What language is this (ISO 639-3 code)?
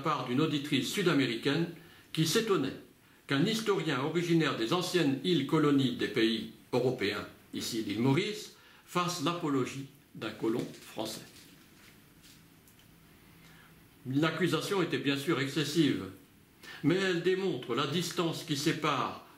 fra